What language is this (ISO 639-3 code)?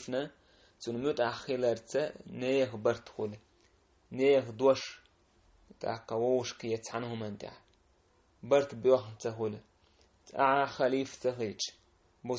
che